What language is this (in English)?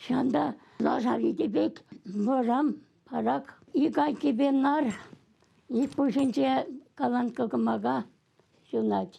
Chuvash